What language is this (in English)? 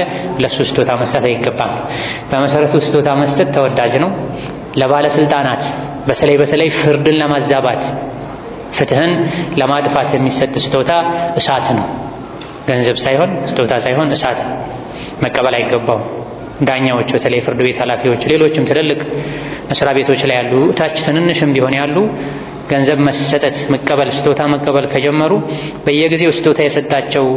Amharic